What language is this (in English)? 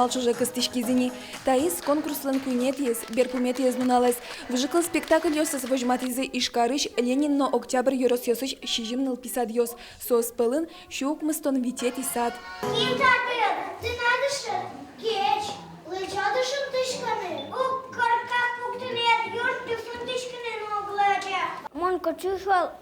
Udmurt